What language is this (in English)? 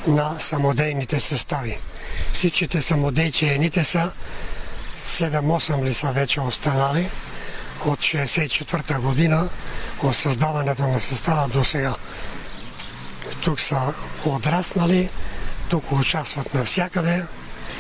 Bulgarian